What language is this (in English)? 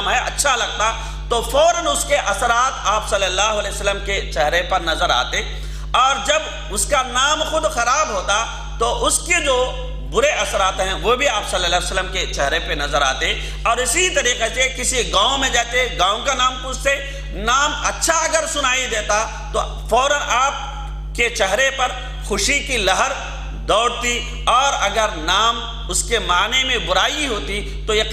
Urdu